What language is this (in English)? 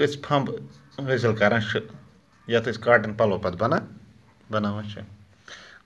Kashmiri